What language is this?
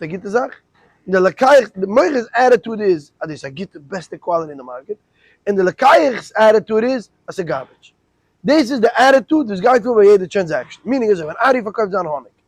Yiddish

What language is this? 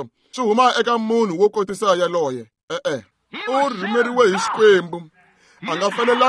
Tsonga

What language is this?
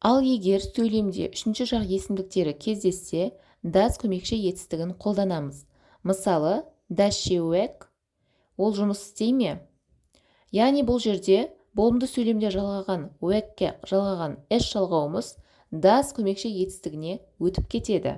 Kazakh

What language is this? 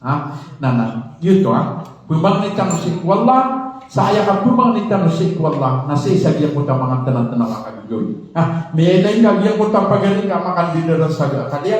Maranao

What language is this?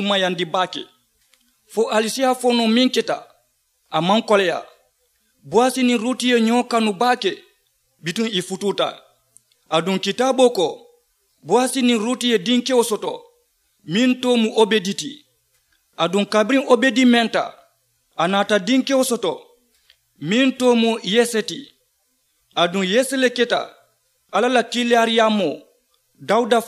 Mandingo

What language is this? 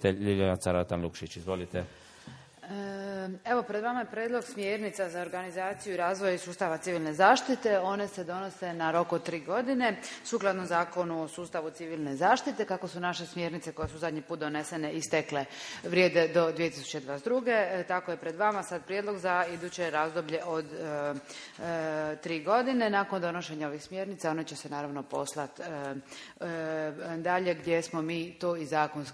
Croatian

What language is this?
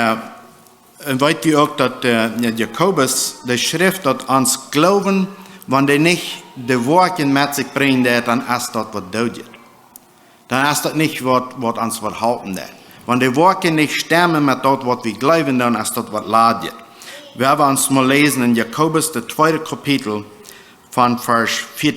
Plautdietsch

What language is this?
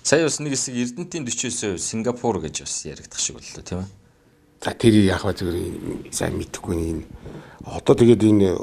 Mongolian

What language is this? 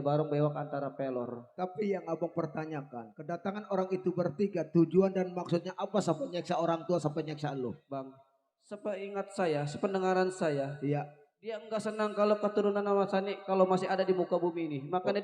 Betawi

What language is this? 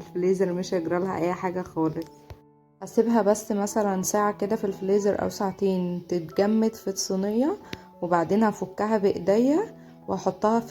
Egyptian Arabic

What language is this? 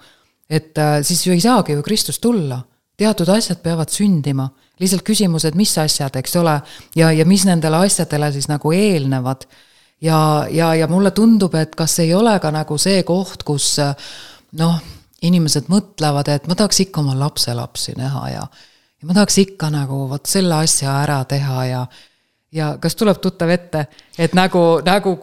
Estonian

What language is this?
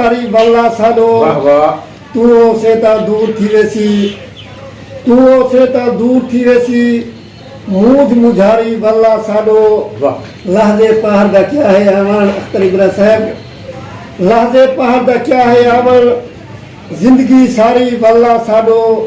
Saraiki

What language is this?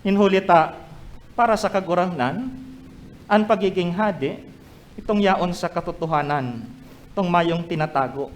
Bikol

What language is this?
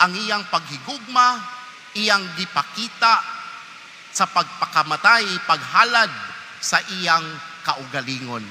Cebuano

